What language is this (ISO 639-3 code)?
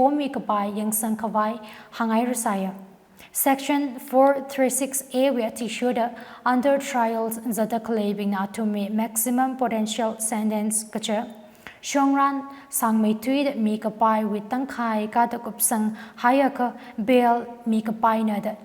nmf